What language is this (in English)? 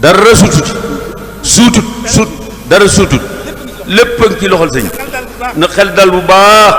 Wolof